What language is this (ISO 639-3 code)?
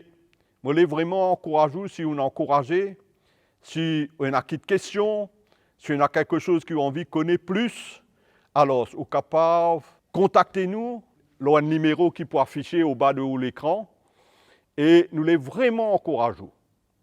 mfe